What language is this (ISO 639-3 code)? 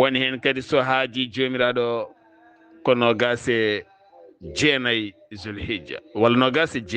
ful